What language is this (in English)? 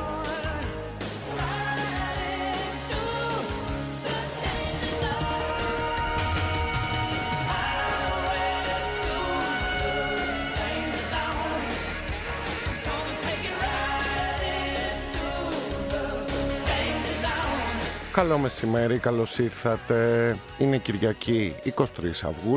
Greek